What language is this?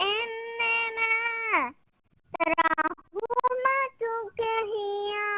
Divehi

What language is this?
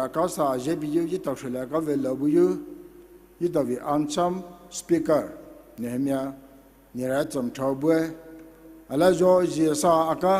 Poumei Naga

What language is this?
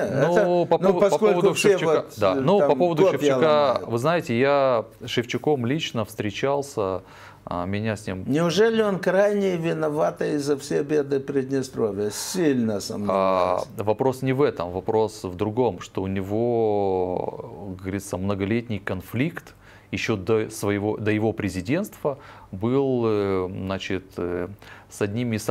Russian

